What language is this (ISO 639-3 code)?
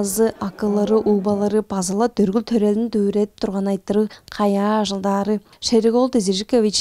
tyv